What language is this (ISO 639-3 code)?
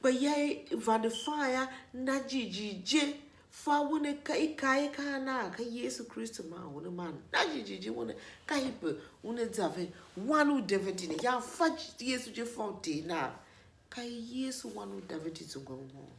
tiv